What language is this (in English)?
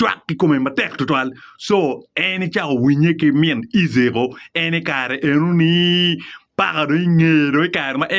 Acoli